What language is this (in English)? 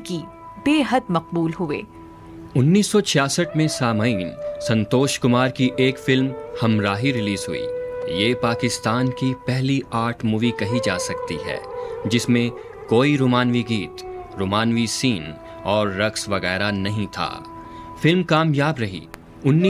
Urdu